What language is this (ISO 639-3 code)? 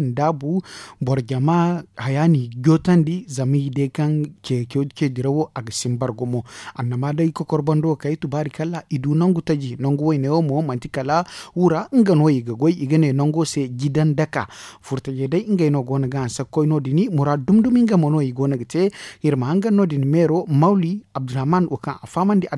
dje